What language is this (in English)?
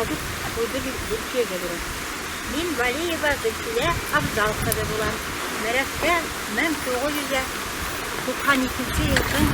Bashkir